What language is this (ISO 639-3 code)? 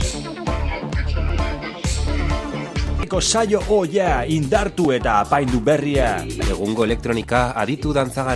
eus